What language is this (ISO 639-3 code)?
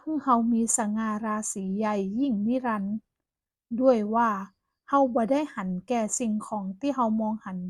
nod